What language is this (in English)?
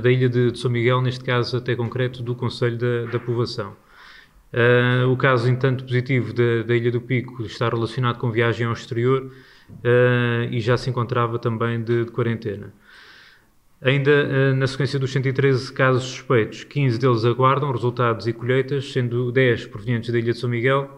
Portuguese